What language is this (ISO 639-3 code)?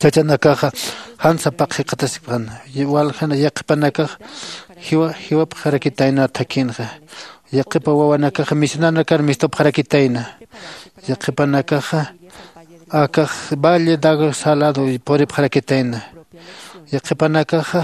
aym